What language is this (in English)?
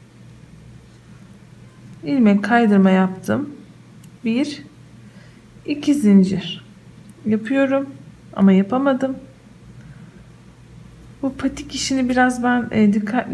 Turkish